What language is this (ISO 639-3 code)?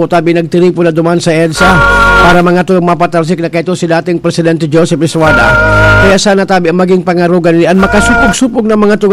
bik